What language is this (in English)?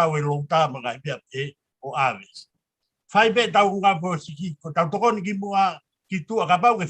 Tongan